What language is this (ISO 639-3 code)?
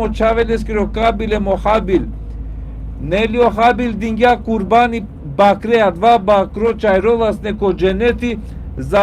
rmn